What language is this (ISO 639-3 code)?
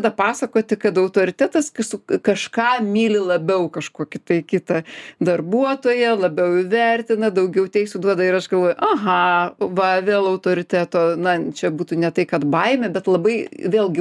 lit